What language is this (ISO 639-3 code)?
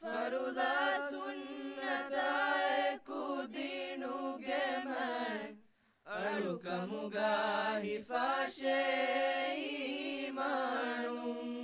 div